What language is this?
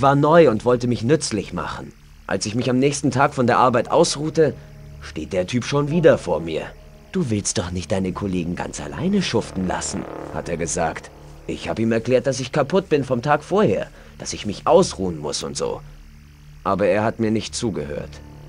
Bavarian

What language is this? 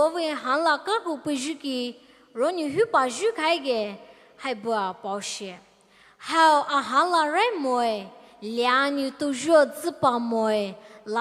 Poumei Naga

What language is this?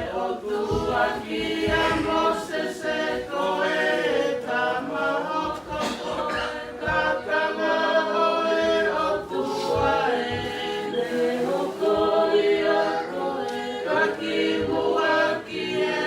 Tongan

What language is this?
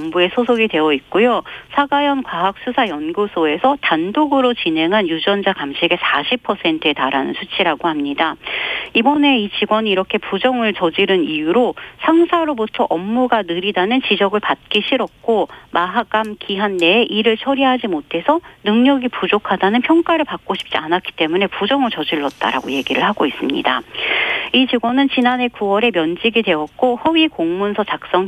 Korean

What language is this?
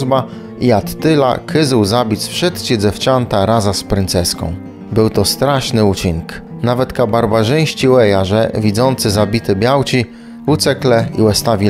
Kashubian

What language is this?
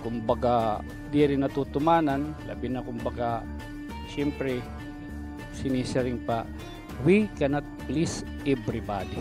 Waray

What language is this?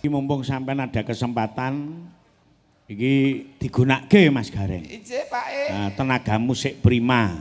Javanese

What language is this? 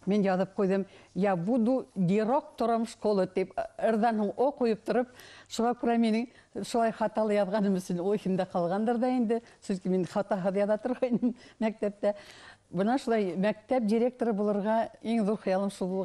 Bashkir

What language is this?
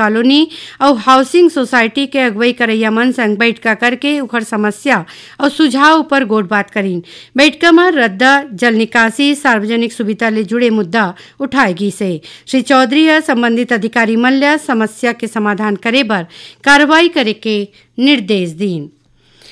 Chhattisgarhi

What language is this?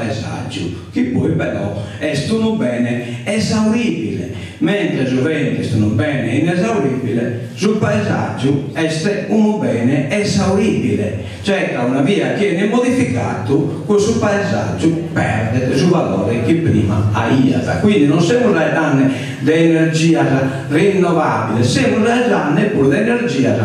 Sardinian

